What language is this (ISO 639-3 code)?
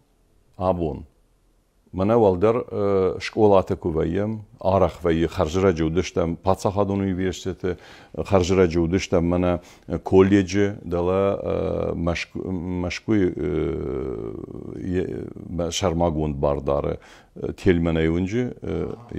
oss